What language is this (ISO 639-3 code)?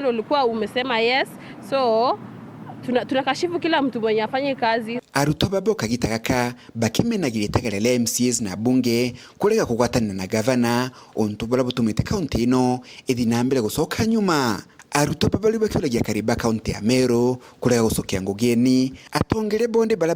mer